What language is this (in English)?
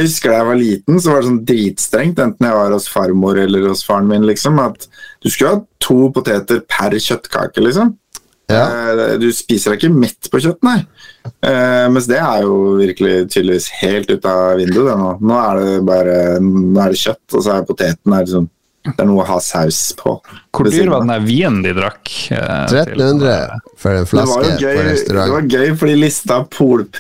Norwegian